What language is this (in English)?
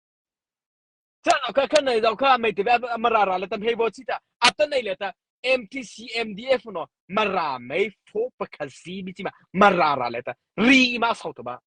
Mara Chin